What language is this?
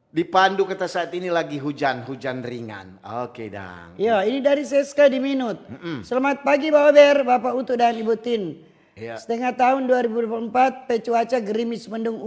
Manado Malay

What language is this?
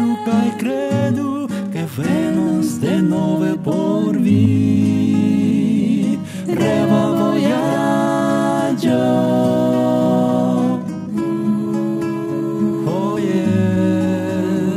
Esperanto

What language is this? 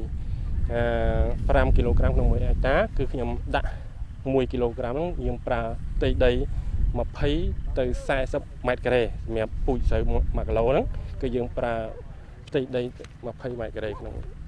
Khmer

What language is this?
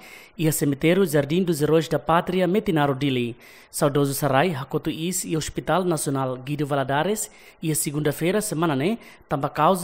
Tetum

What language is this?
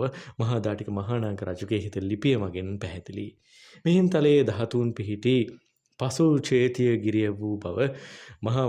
Sinhala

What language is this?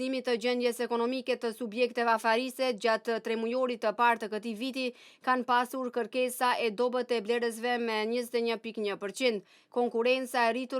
Albanian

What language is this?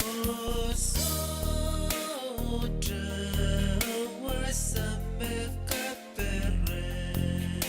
Pohnpeian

